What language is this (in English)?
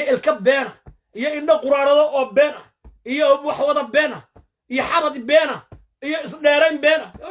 Somali